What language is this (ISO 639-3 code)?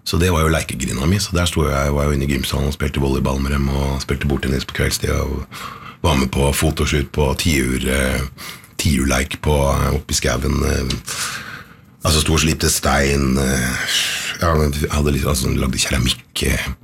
nor